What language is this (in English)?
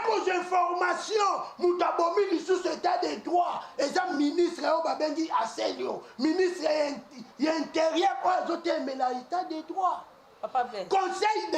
Lingala